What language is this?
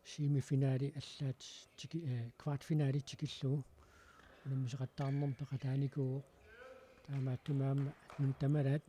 Kalaallisut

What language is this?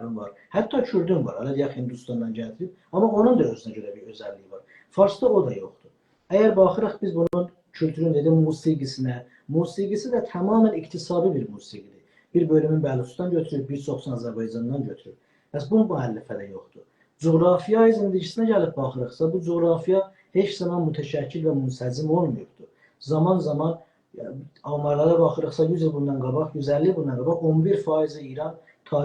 South Azerbaijani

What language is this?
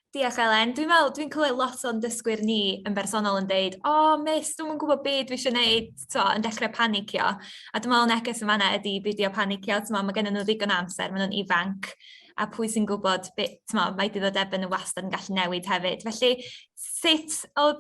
Welsh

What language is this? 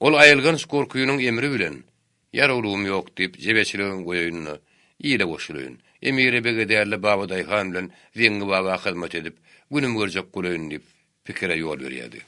Turkmen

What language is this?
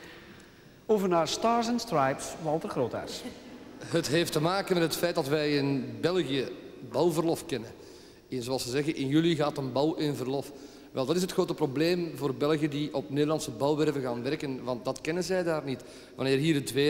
Dutch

